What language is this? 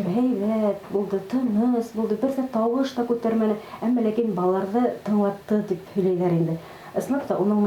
Bashkir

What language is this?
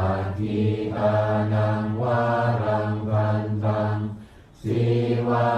Pali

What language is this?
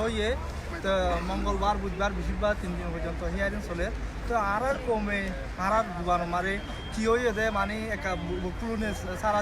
Rohingya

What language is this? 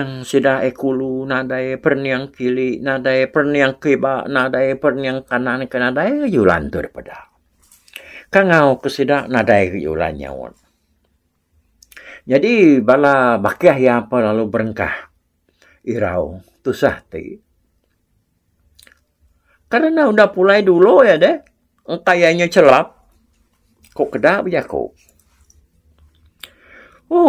Iban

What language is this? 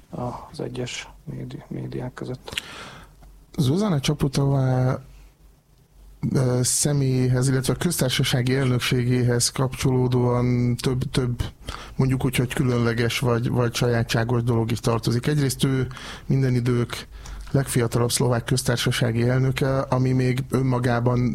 Hungarian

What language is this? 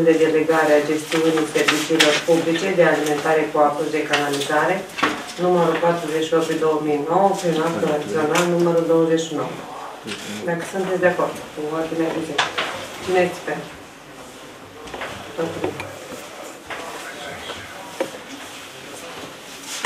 Romanian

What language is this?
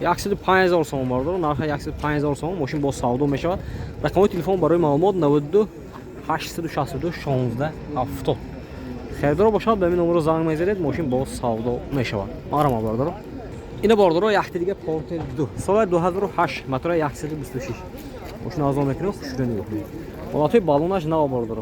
Tajik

